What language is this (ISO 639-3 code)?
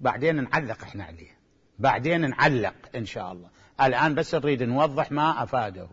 acm